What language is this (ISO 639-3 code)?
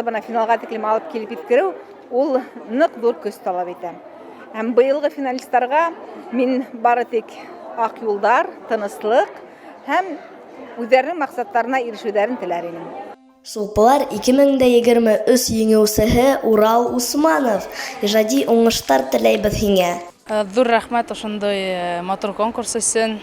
bak